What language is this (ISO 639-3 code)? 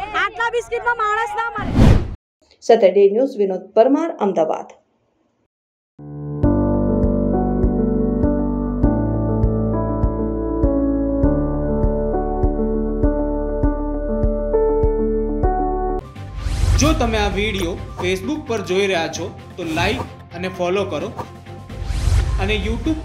guj